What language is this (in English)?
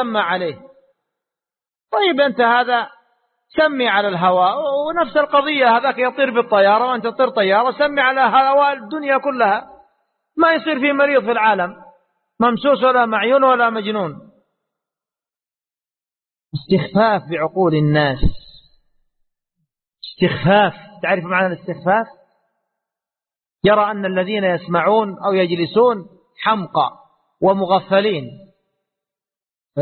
Arabic